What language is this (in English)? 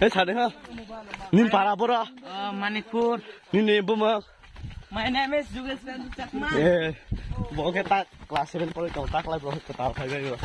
Kok Borok